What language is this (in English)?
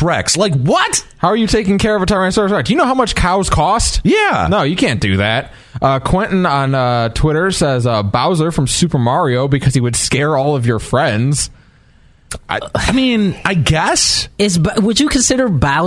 English